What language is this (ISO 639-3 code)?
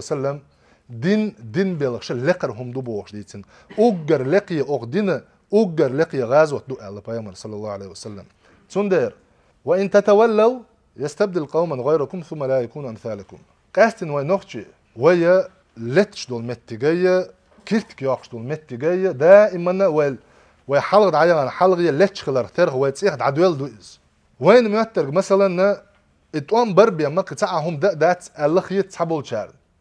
che